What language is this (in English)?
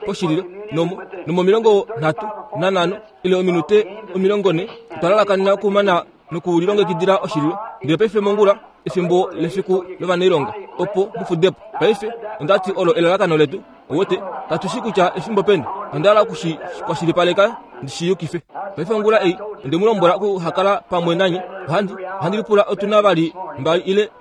Kuanyama